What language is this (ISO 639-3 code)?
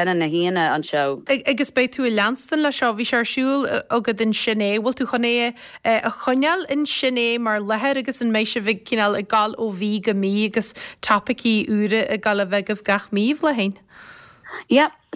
gle